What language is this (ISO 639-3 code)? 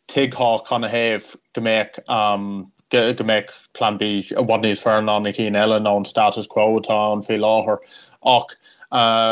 gle